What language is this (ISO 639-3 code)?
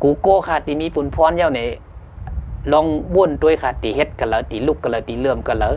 shn